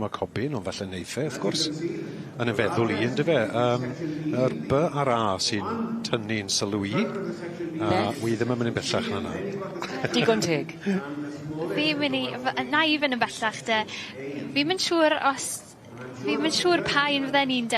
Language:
Welsh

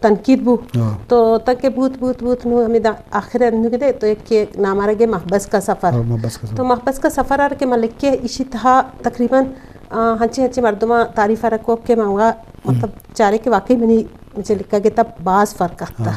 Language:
Eastern Balochi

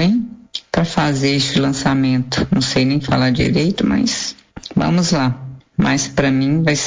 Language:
Portuguese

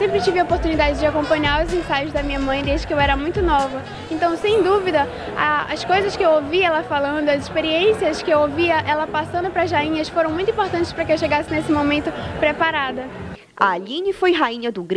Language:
Portuguese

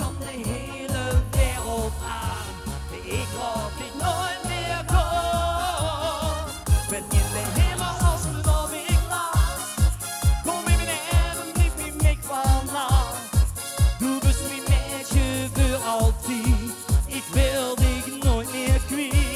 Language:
Limburgish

